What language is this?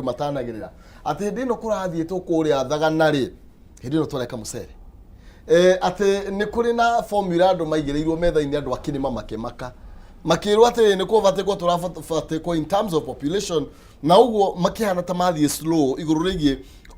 Kikuyu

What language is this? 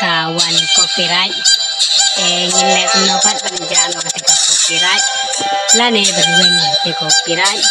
Khasi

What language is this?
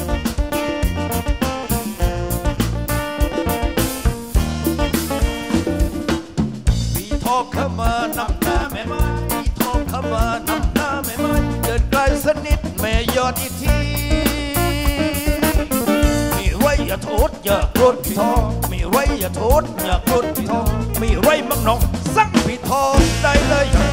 Thai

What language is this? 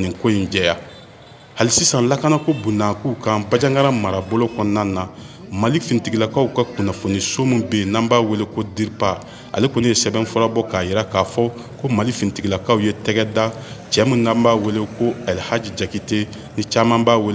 Bambara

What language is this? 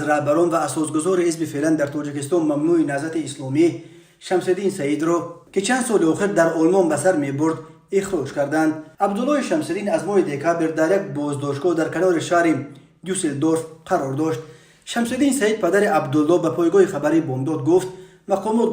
Tajik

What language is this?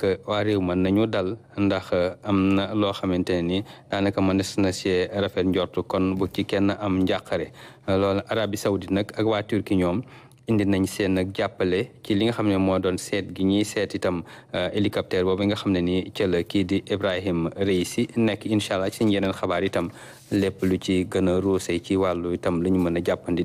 Wolof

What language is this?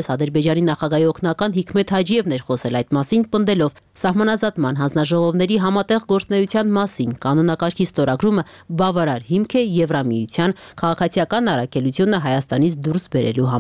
Armenian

